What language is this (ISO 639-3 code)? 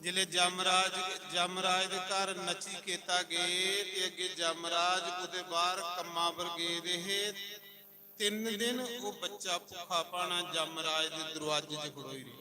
doi